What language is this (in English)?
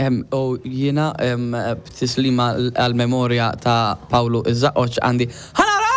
Maltese